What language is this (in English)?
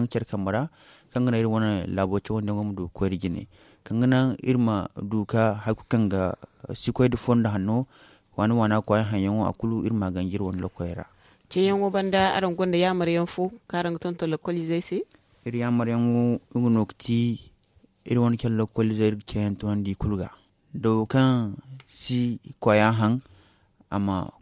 Zarma